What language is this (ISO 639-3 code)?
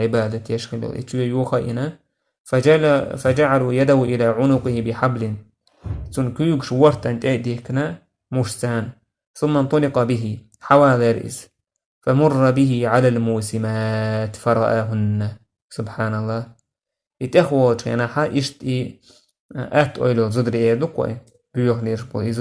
che